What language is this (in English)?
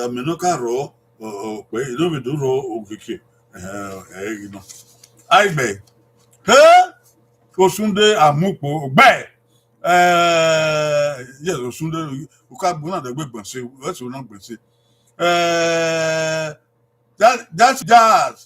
Bini